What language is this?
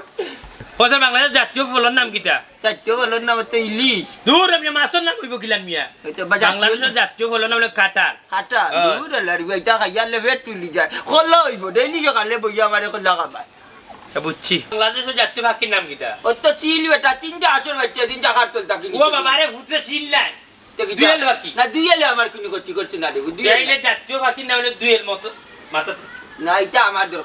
Sylheti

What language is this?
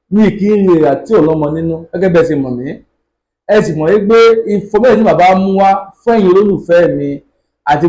Yoruba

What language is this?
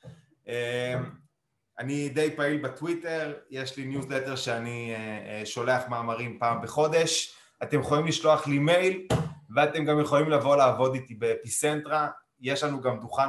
Hebrew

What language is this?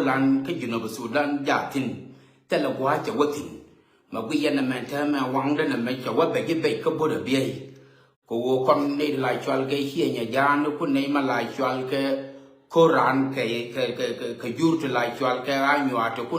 Nuer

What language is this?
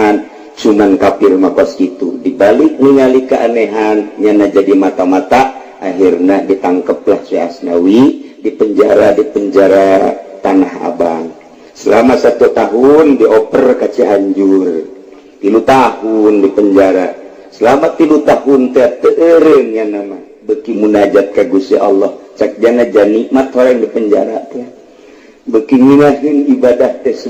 Sundanese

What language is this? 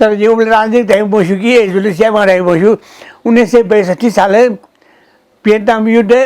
Newari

